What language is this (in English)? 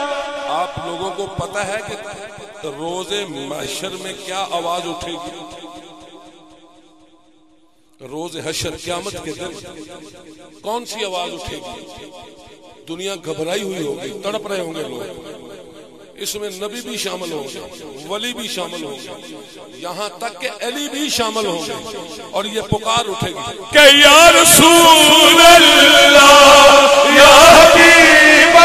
Urdu